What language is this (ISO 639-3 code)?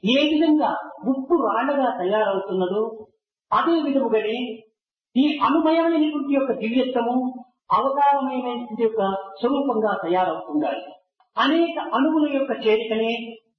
tel